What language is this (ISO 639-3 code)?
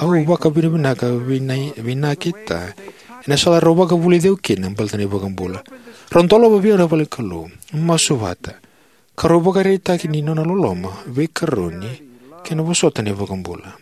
fij